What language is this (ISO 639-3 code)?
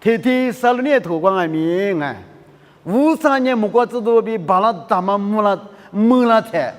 lis